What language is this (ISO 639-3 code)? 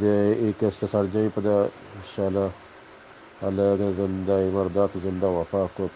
bal